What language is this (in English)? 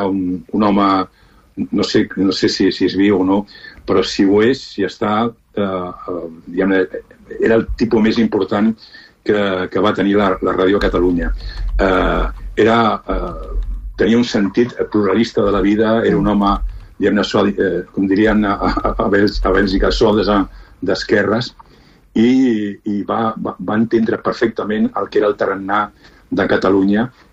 Catalan